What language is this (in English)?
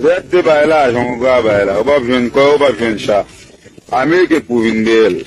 Haitian Creole